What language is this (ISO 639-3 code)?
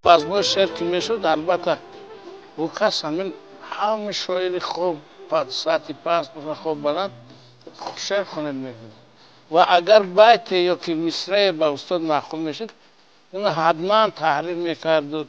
tgk